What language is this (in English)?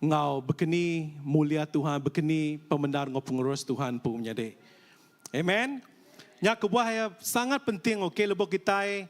Iban